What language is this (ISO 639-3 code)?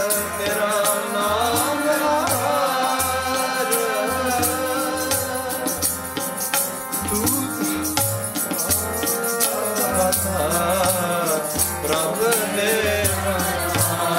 pan